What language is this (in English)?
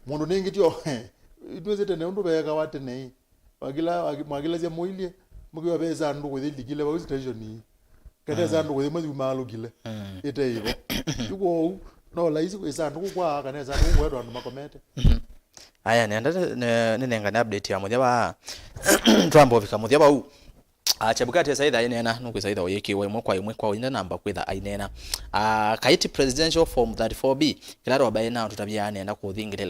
Kamba